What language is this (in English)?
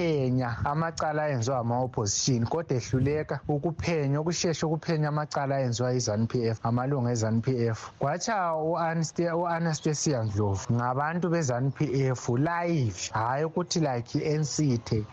North Ndebele